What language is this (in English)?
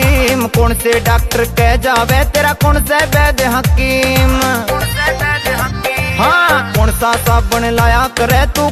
Haryanvi